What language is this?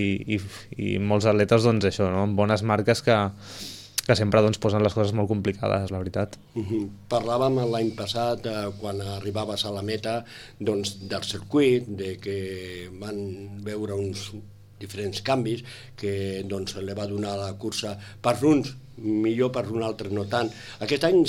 Catalan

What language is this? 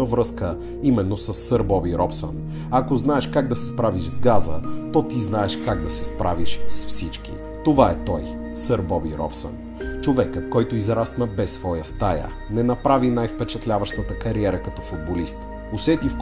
Bulgarian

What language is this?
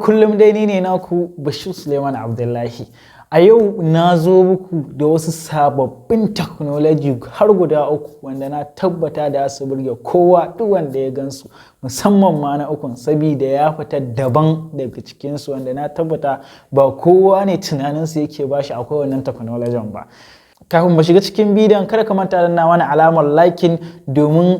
Hausa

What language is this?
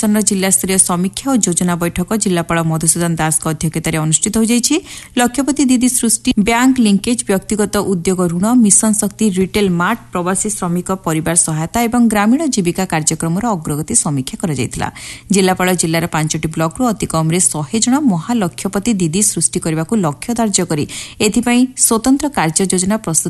Odia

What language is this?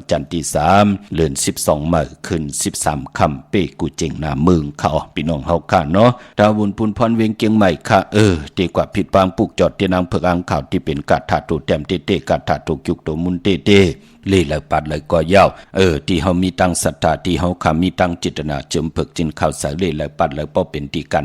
Shan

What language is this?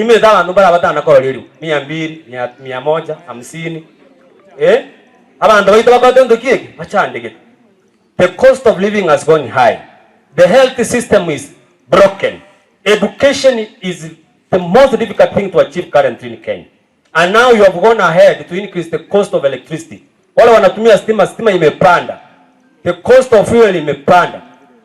Gusii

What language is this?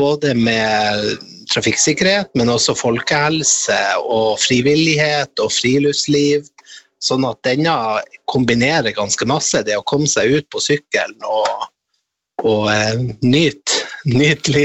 Norwegian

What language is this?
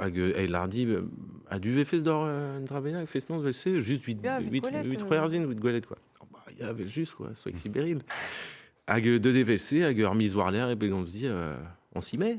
Breton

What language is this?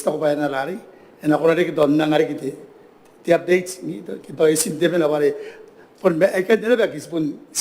Gilbertese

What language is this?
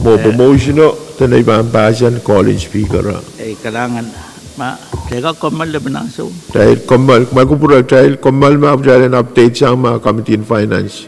Pohnpeian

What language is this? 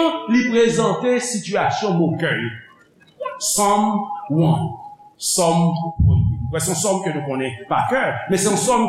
Haitian Creole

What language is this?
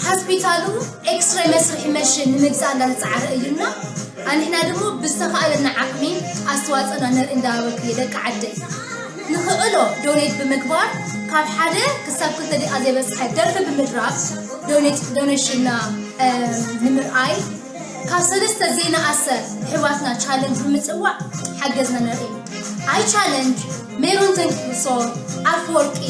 Tigrinya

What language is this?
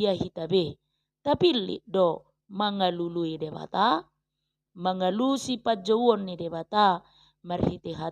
Batak Toba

